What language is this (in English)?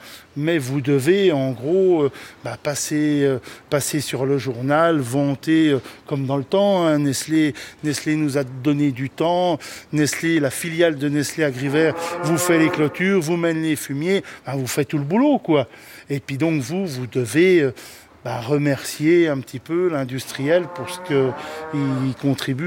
French